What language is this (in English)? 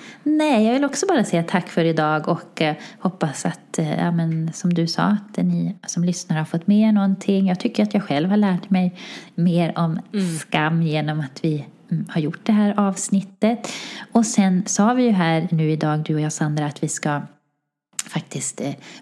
Swedish